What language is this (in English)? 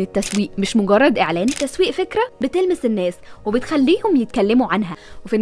Egyptian Arabic